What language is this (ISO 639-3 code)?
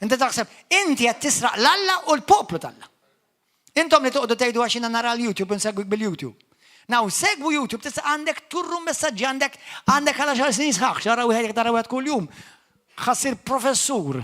mlt